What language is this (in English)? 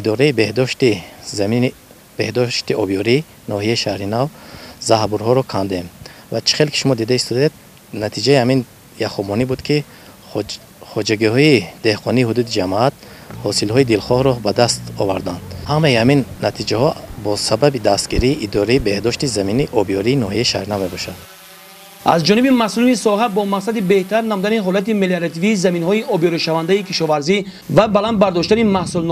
Tajik